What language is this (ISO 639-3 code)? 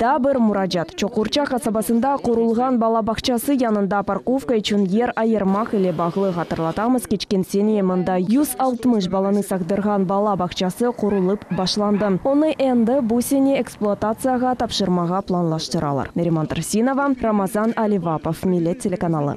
crh